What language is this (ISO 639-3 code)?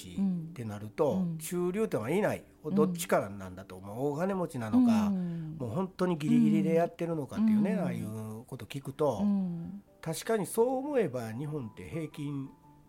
jpn